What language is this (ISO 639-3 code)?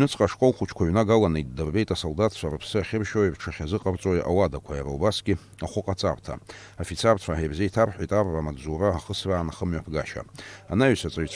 abk